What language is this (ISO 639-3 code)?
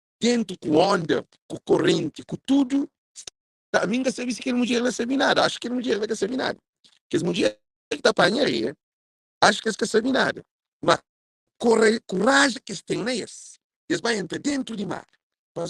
kea